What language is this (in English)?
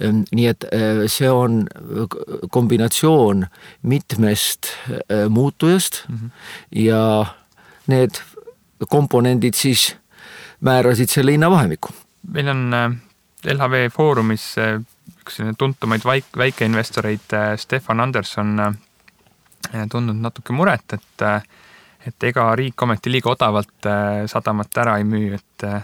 Estonian